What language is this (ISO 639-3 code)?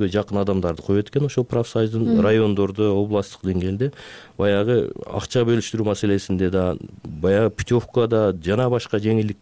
kir